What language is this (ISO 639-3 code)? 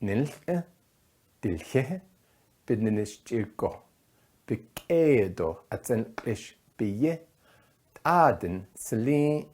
nav